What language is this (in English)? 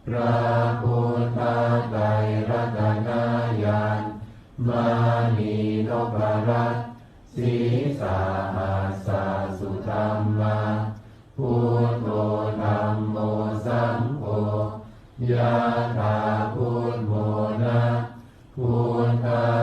Pali